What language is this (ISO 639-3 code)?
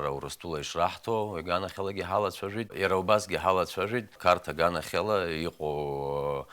abk